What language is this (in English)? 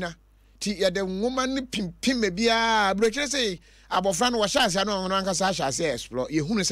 Akan